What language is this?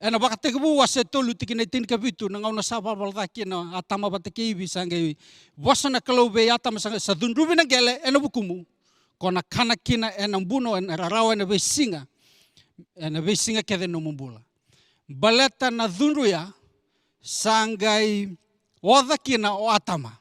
Fijian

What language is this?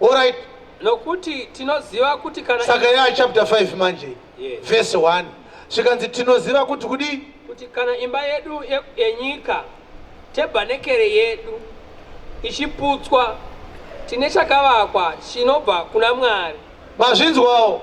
Shona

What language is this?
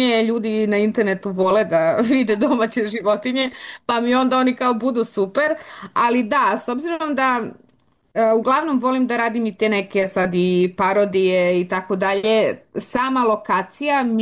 Serbian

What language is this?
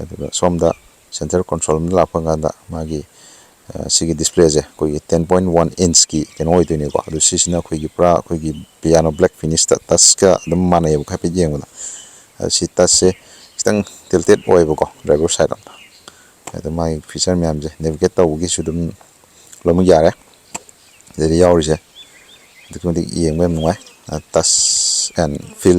Manipuri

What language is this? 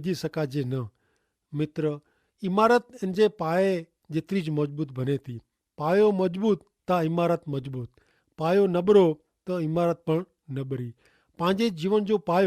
Kachhi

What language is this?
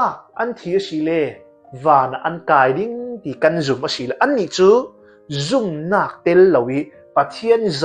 Hakha Chin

